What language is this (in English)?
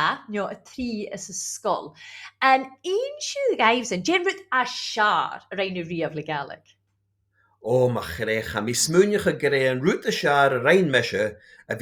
Scottish Gaelic